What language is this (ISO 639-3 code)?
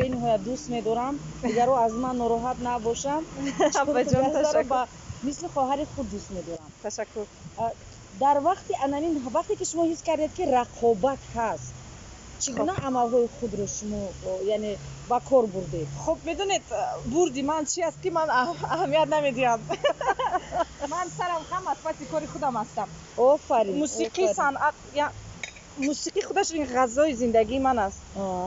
tgk